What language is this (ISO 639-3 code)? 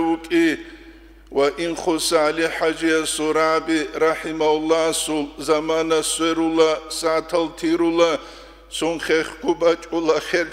ava